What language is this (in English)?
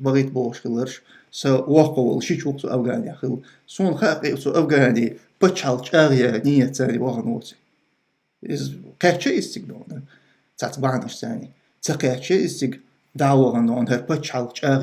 Chechen